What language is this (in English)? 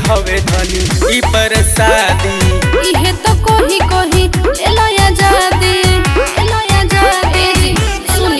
Bhojpuri